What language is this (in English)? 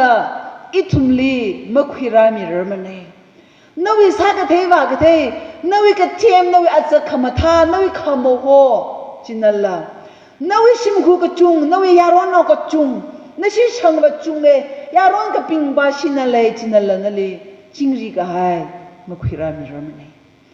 Tangkhul Naga (India)